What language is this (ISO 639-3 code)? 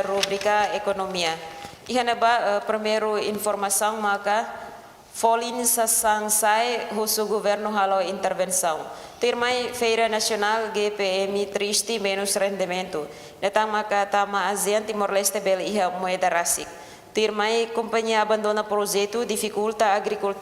tet